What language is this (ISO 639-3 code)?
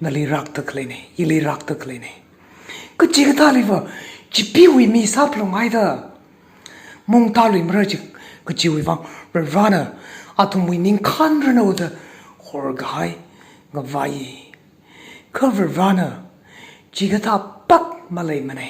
nmf